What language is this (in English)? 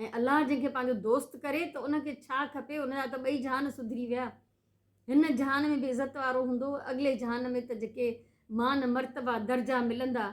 Sindhi